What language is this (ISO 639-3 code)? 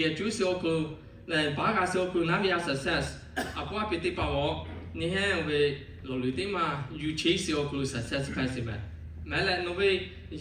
lhu